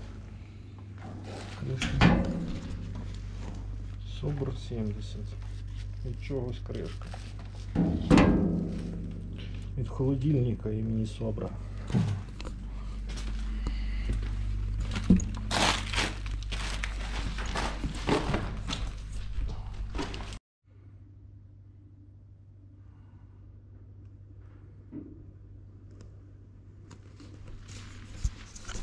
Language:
Ukrainian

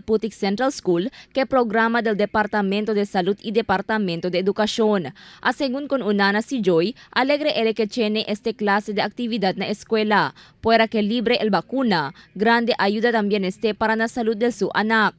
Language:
Chavacano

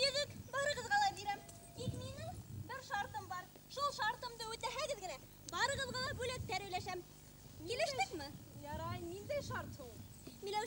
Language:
Bashkir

